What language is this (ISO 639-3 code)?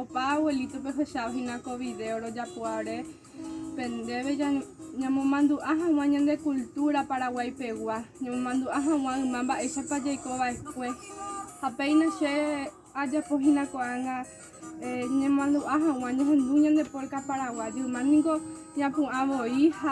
grn